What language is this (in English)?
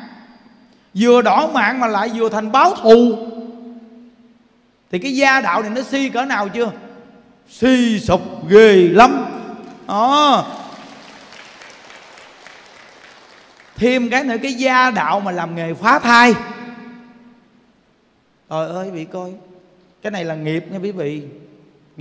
Vietnamese